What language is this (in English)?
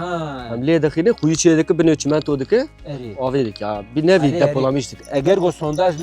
Kurdish